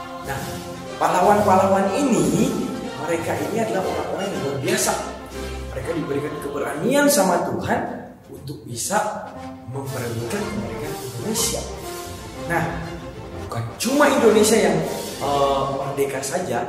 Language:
Indonesian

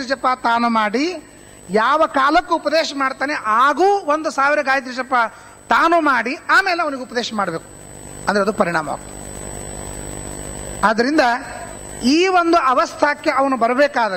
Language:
Kannada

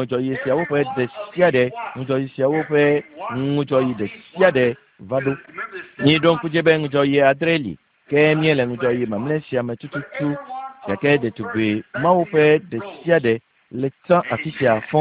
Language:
Ewe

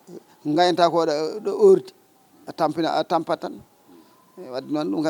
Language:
Fula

